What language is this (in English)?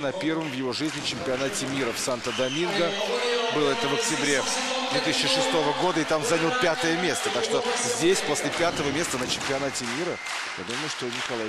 Russian